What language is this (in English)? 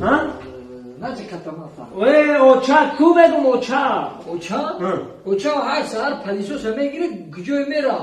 Tajik